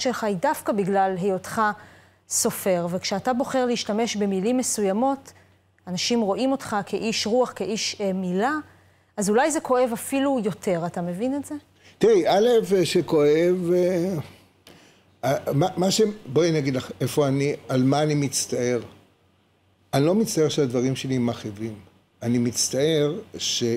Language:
Hebrew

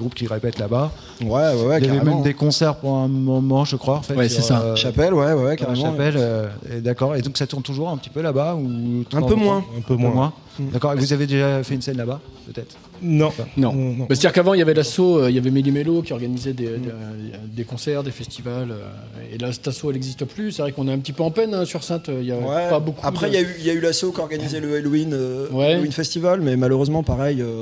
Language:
French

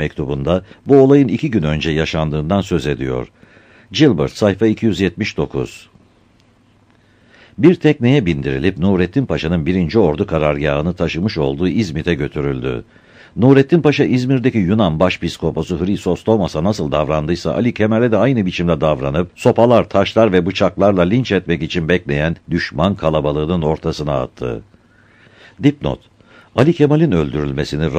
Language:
Turkish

